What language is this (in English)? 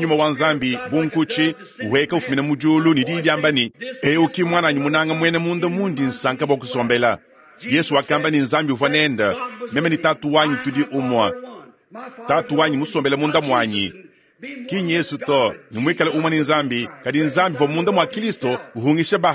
Luba-Lulua